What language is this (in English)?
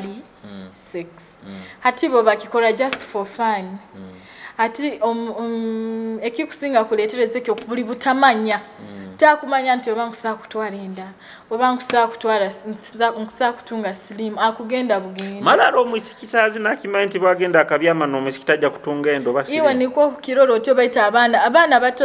Nyoro